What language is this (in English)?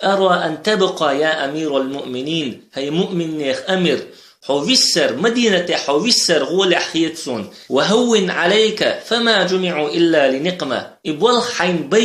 Chechen